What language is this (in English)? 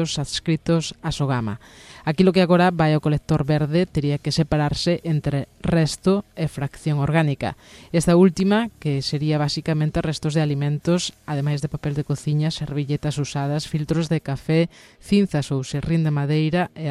Galician